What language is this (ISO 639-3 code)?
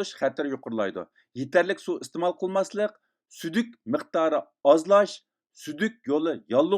uig